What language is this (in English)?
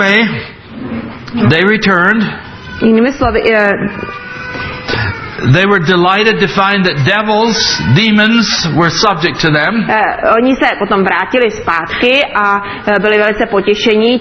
Czech